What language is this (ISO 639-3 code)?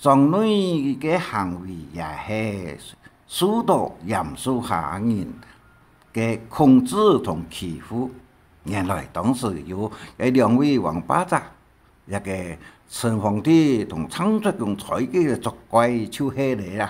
hak